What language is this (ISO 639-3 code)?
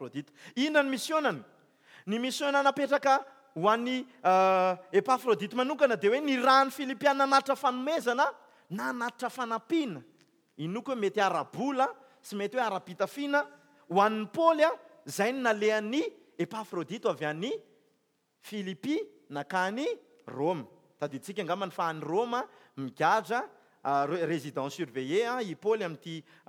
mlg